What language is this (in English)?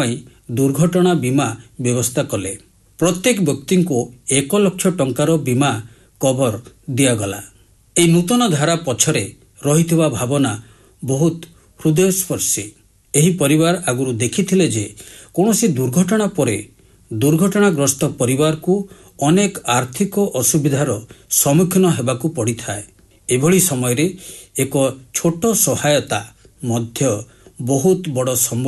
Odia